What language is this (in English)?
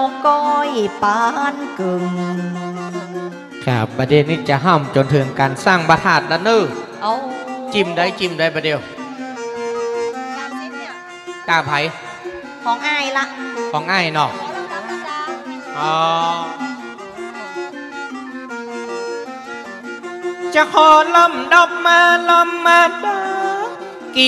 Northern Thai